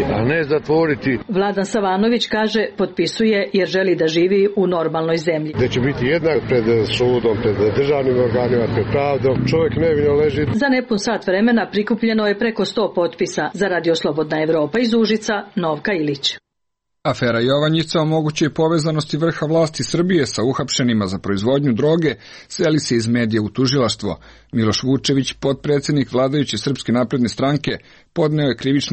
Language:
Serbian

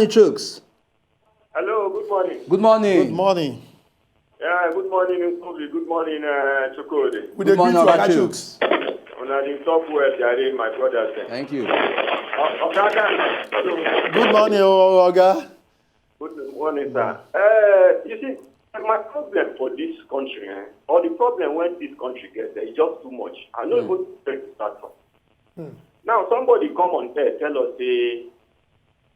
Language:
Nigerian Pidgin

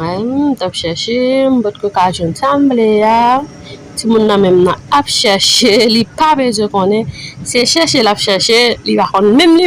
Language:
Haitian Creole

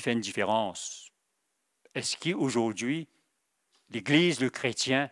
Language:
Morisyen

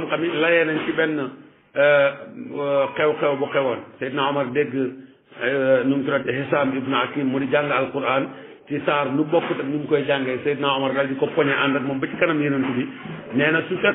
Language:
Wolof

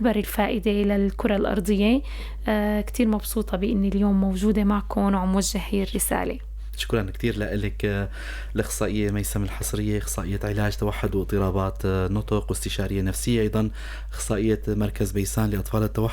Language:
North Levantine Arabic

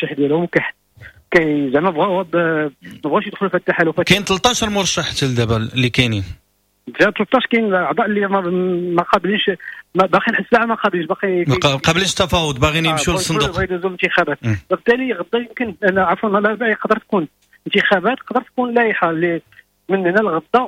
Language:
Moroccan Arabic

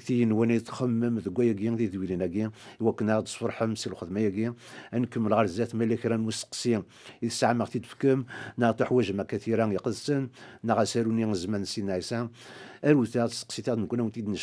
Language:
Kabyle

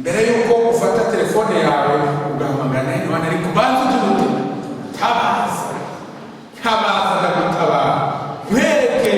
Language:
Kinyarwanda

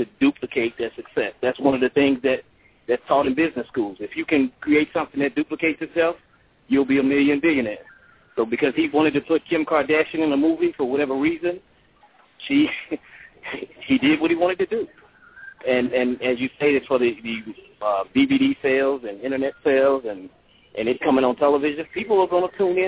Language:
English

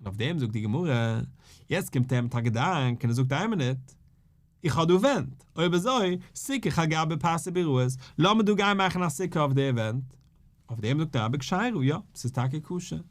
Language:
Yiddish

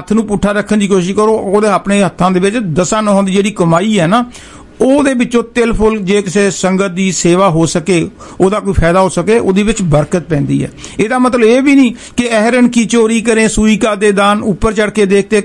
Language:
Punjabi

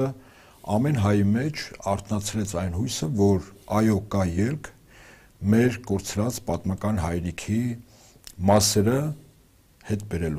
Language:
Armenian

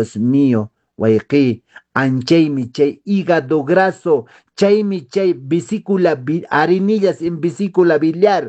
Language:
Quechua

